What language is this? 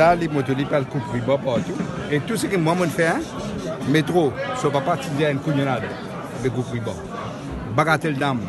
Morisyen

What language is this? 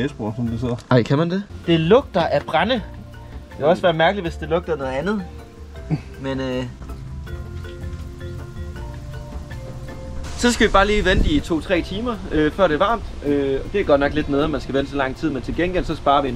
Danish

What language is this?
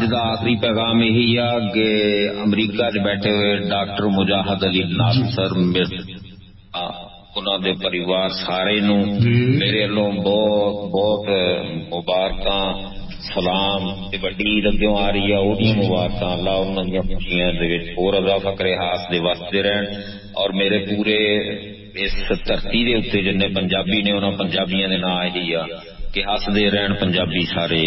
Punjabi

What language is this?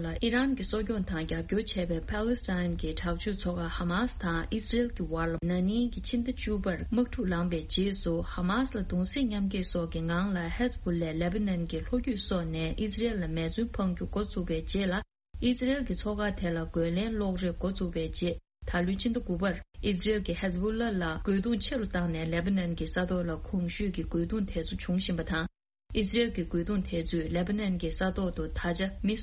Tibetan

